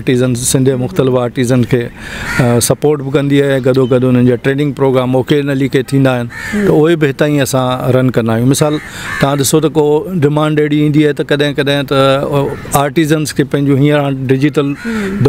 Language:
Sindhi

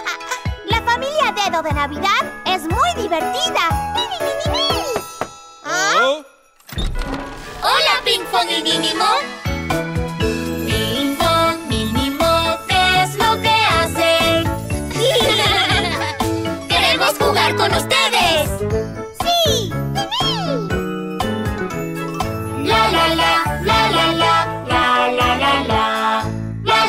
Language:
Spanish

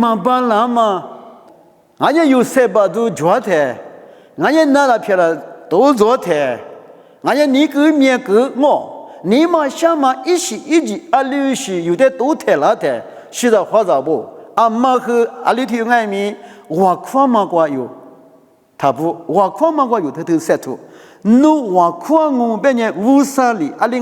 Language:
Lisu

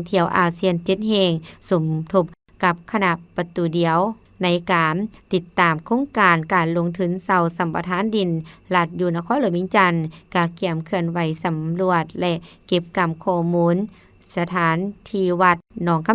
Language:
Lao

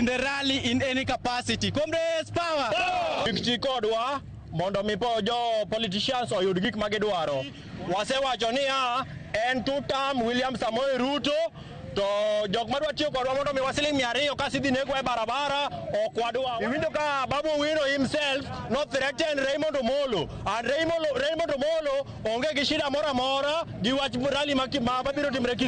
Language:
Luo (Kenya and Tanzania)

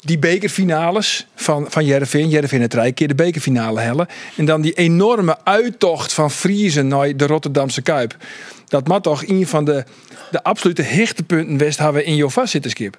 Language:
Western Frisian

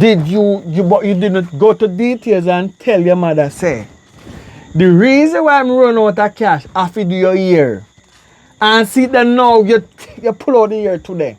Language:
Jamaican Creole English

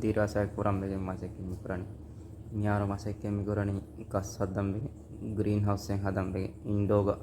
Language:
Divehi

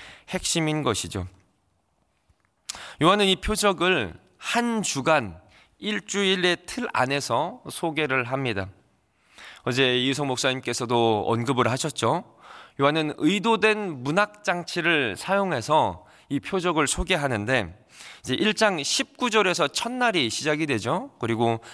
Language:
Korean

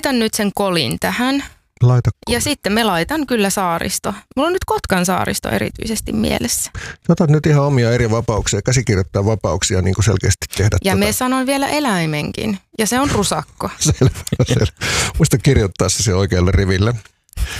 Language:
Finnish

